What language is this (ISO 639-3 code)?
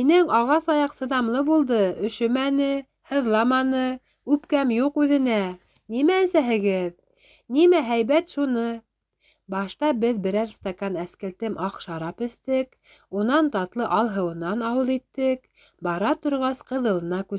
bak